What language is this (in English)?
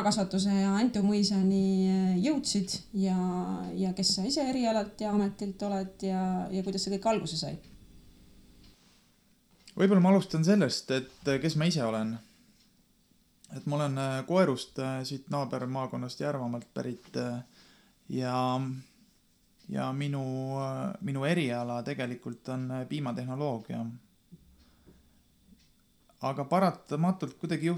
Estonian